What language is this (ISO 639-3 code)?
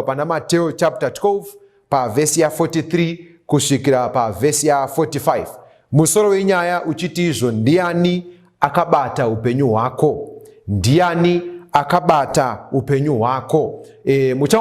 sna